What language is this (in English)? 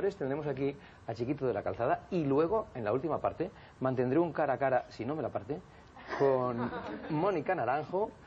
Spanish